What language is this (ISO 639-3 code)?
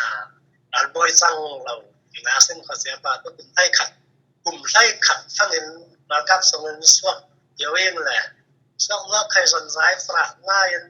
cfm